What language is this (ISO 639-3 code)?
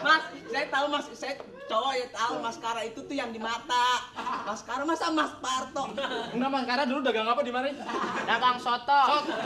bew